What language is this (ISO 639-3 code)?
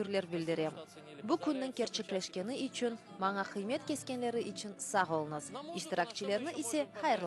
crh